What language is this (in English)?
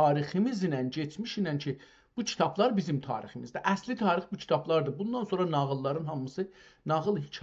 South Azerbaijani